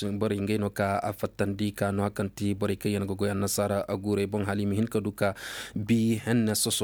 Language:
Zarma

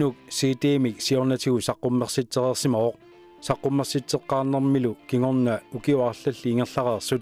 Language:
Kalaallisut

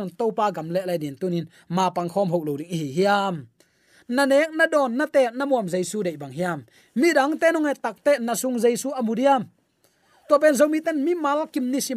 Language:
Tedim Chin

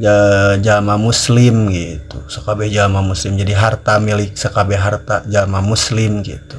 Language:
Sundanese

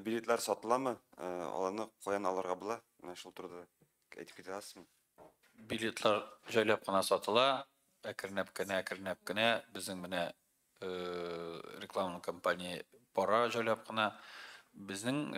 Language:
Tatar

